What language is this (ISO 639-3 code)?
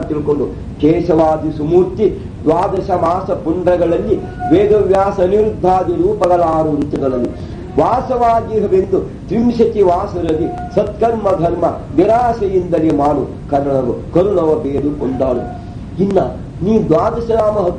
kan